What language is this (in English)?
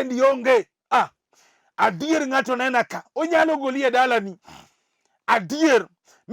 Luo (Kenya and Tanzania)